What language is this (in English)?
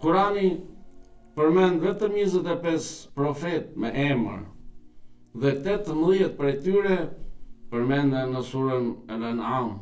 Albanian